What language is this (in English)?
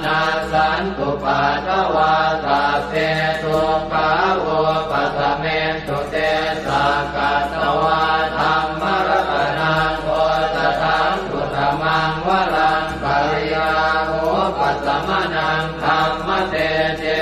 Pali